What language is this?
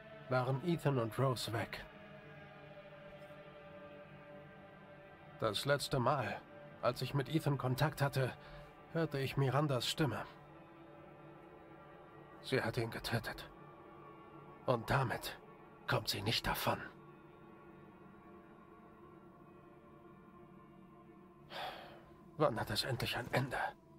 German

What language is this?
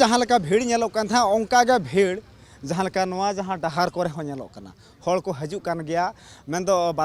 Santali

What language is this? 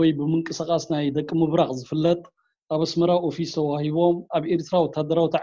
Tigrinya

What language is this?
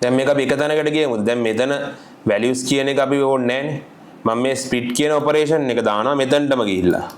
Sinhala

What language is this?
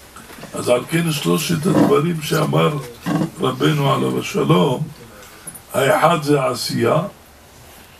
Hebrew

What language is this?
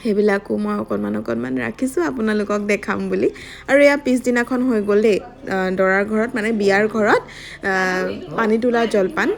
Assamese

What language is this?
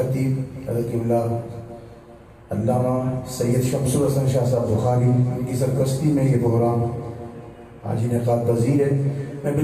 Urdu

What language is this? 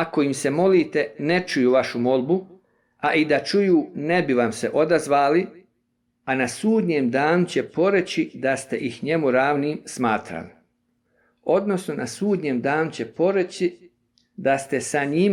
Bosnian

